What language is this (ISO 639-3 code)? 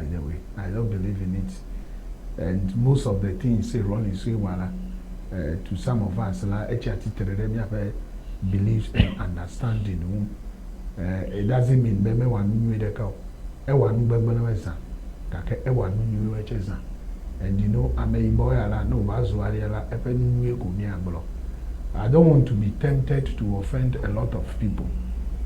ewe